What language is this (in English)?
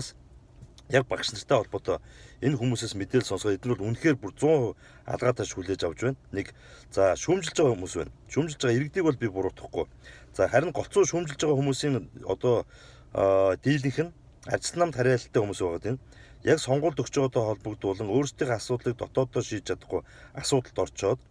Mongolian